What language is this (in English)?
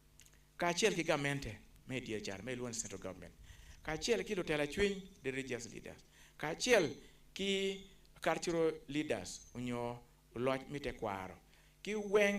Acoli